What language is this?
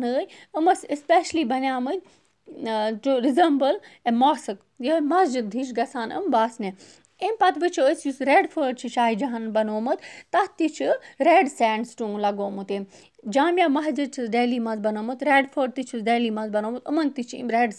Kashmiri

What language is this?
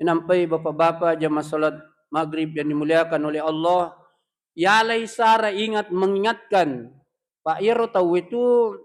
Buginese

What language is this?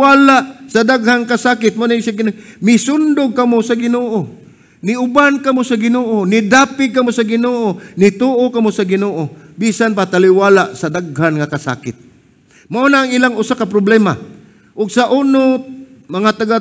Cebuano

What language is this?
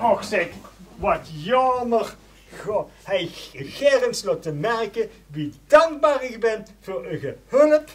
Limburgish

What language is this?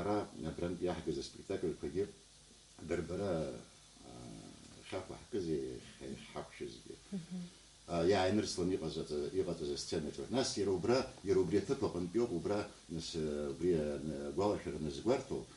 Abkhazian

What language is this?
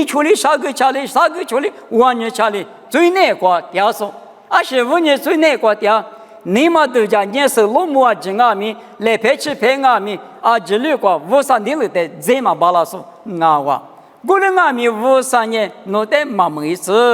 Lisu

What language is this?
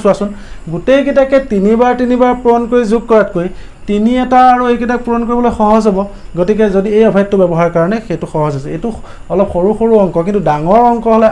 Assamese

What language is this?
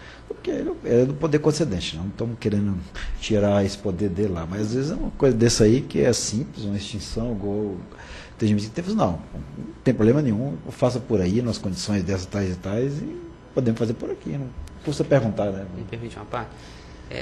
Portuguese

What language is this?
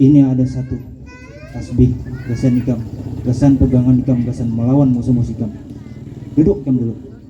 Banjar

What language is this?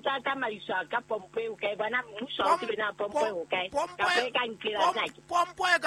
Southern Sotho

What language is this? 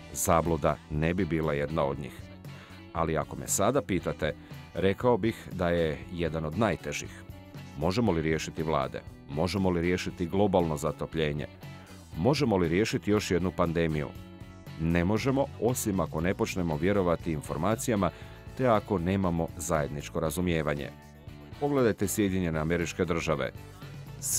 Croatian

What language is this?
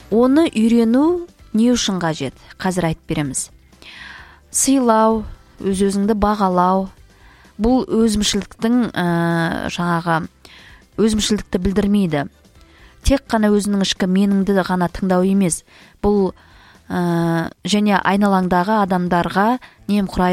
Kazakh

